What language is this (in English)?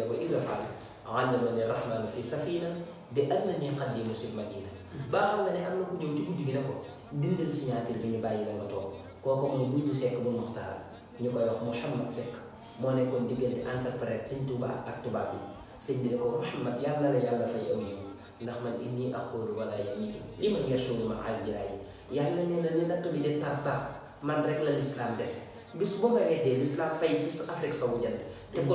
Wolof